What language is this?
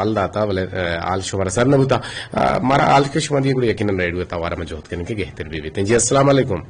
Eastern Balochi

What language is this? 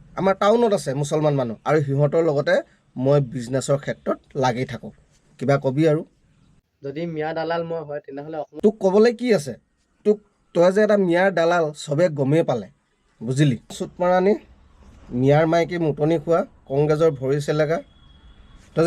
Assamese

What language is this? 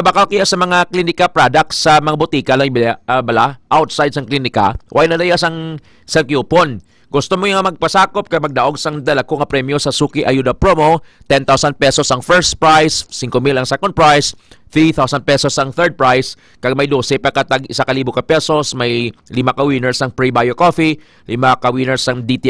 Hiligaynon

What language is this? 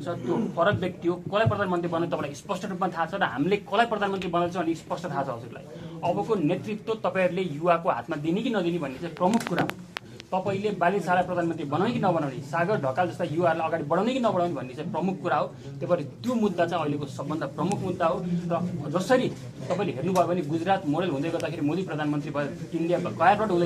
Nepali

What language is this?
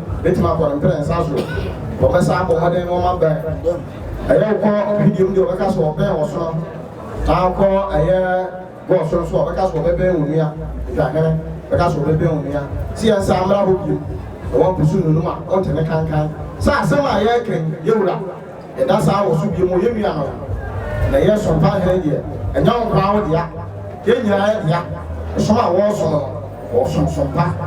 Akan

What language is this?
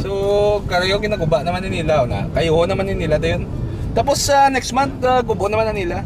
Hiligaynon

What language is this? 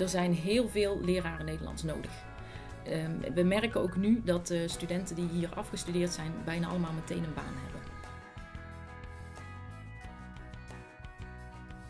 Dutch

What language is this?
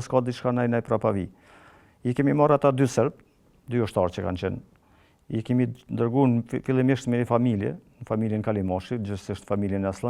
Albanian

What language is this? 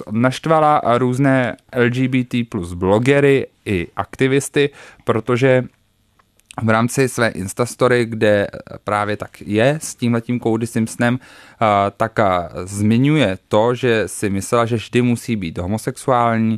Czech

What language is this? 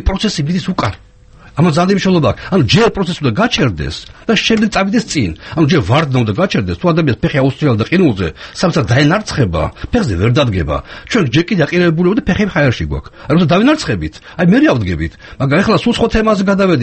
Georgian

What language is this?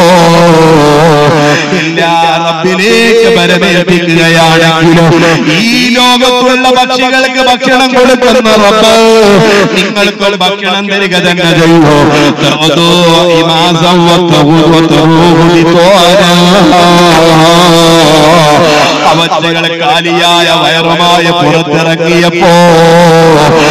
Malayalam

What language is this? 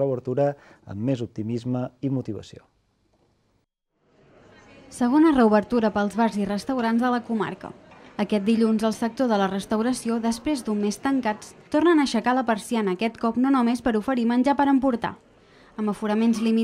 Catalan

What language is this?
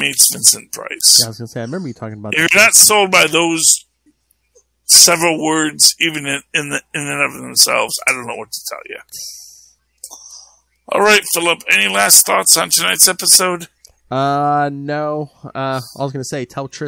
English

